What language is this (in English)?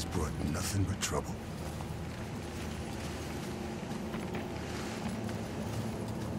English